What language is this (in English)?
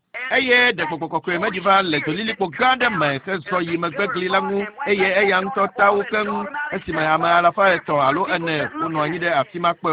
Ewe